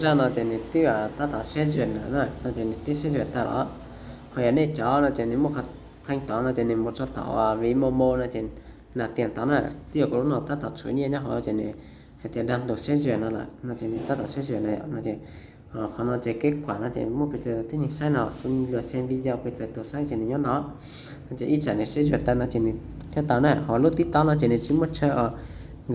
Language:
Hmong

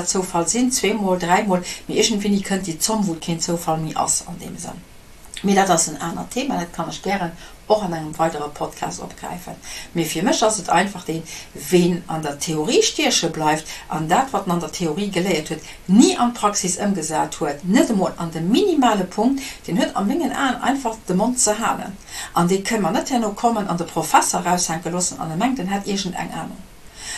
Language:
Luxembourgish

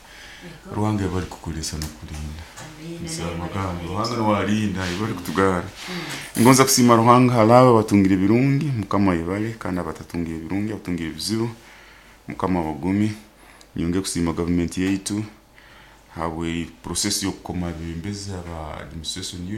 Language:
Nyoro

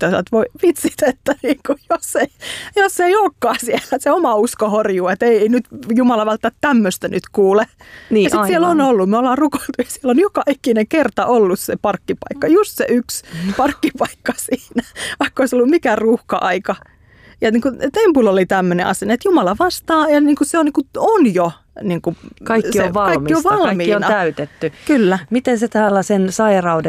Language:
Finnish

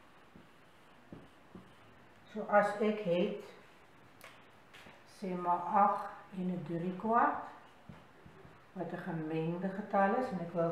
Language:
Afrikaans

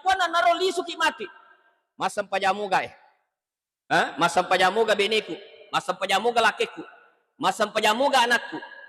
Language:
Buginese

